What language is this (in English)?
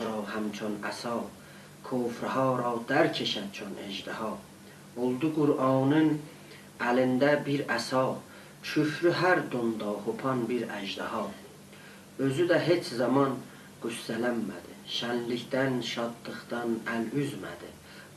South Azerbaijani